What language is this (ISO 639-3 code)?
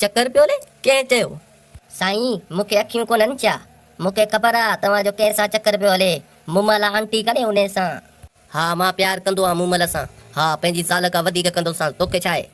snd